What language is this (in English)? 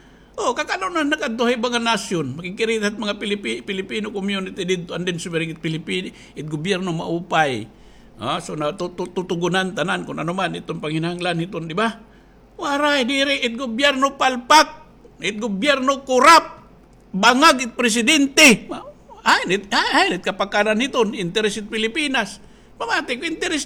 Waray